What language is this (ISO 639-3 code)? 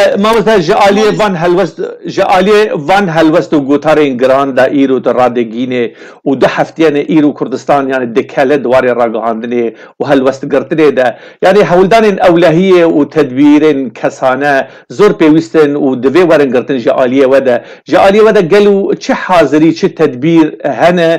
kur